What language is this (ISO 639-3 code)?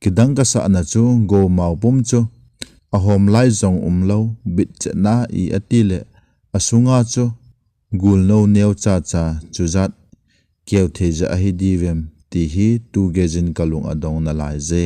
tcz